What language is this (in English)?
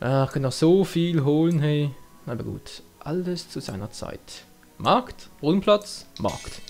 Swiss German